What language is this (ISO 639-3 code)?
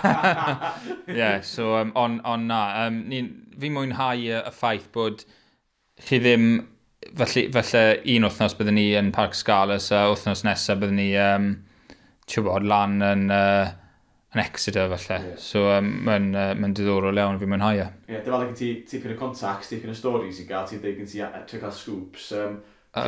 cym